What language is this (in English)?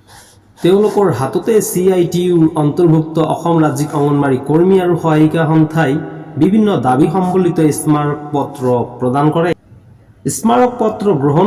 Assamese